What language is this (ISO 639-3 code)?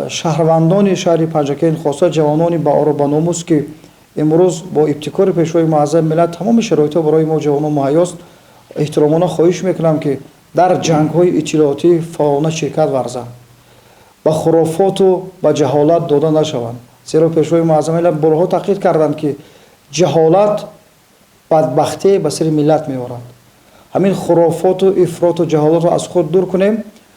tgk